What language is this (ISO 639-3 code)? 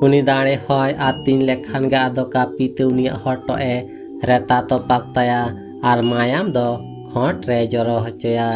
sat